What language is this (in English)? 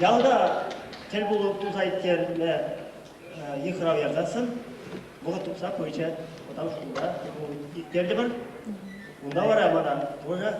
Chuvash